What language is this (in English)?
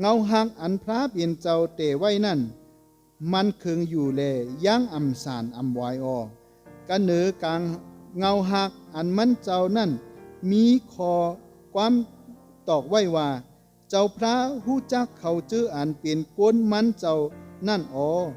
Shan